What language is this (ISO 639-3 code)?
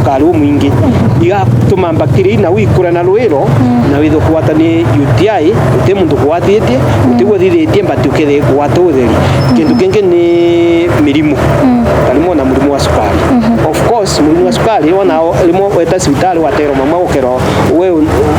mer